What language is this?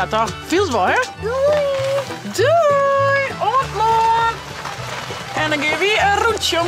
Western Frisian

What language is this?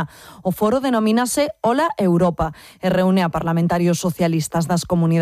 Galician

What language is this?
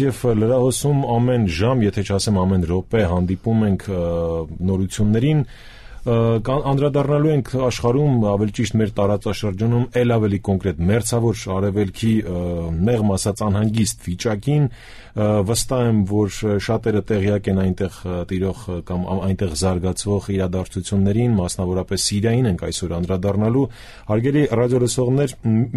Armenian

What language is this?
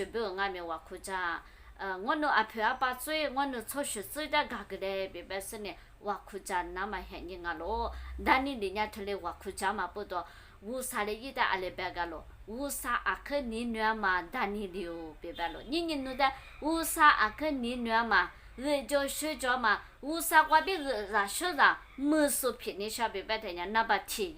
Lisu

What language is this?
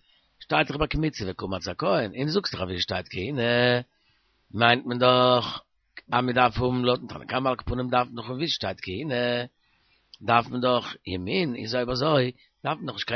Yiddish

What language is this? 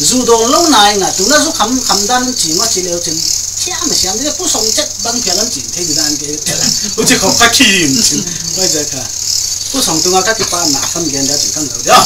Paite Chin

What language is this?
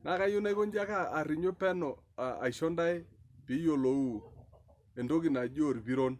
Masai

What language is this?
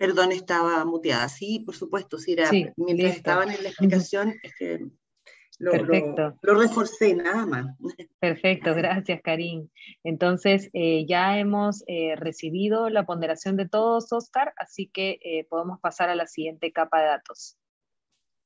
Spanish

